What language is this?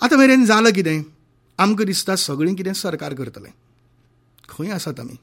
Konkani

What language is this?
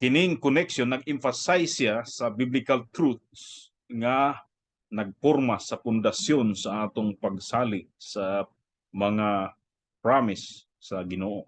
Cebuano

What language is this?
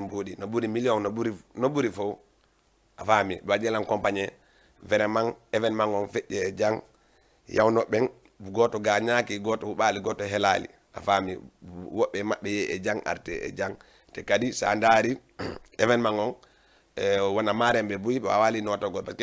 Fula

